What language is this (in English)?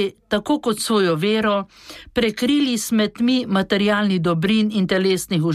Slovenian